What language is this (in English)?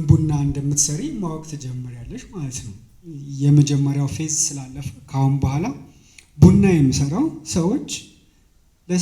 Amharic